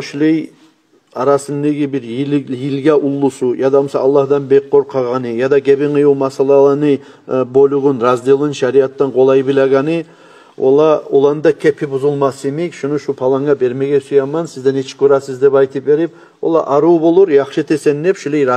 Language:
Kumyk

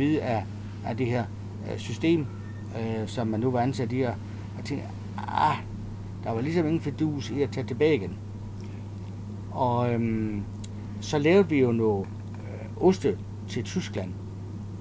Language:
Danish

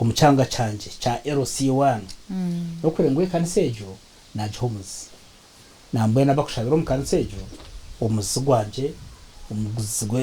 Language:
Nyankole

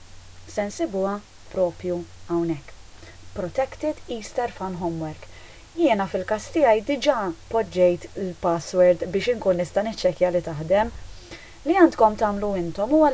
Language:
Maltese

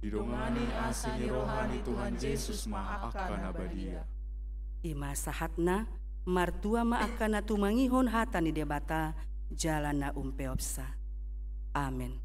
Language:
Batak Toba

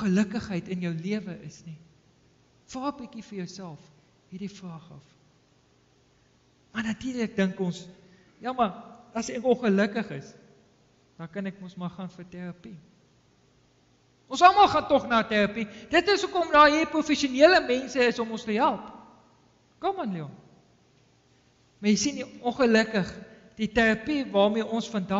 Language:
Afrikaans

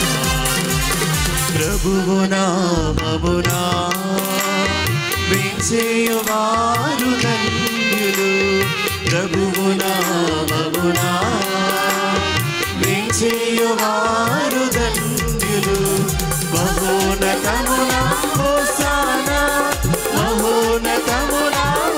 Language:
Telugu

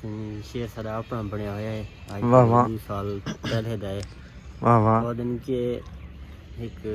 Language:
Saraiki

